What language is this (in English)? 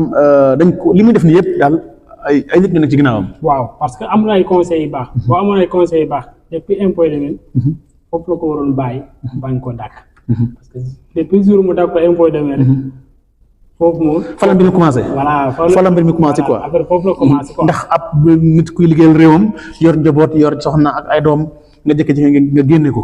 Wolof